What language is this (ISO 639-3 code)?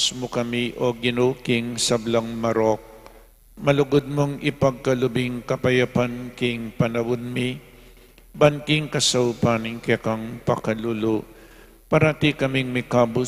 pam